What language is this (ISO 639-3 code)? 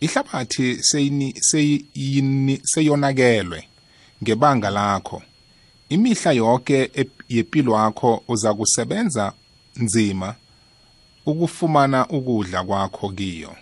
nbl